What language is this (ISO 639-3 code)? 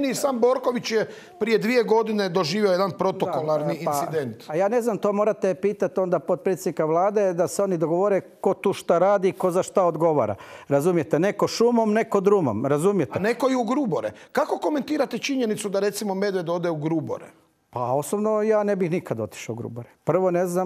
hrv